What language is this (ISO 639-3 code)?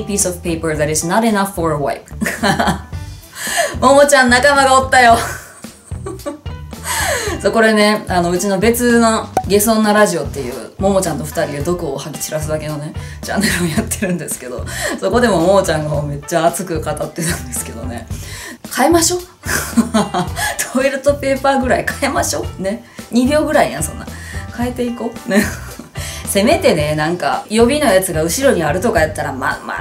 jpn